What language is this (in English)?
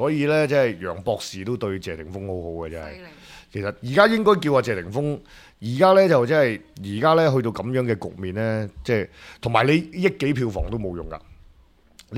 Cantonese